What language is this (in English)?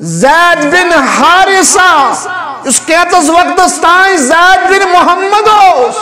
Kashmiri